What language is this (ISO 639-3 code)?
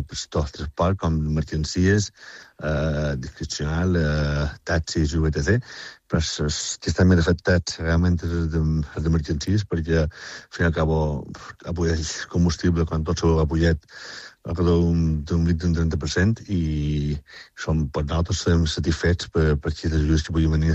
cat